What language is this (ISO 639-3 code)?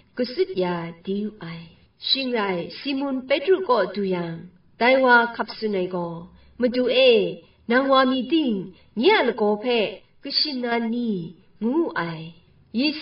kac